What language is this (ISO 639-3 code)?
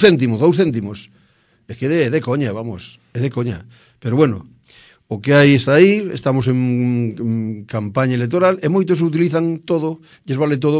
glg